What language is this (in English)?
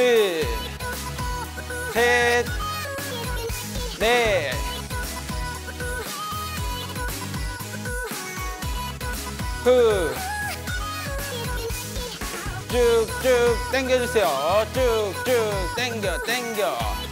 Korean